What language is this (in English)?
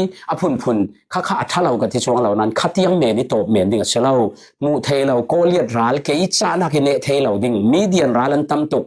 Falam Chin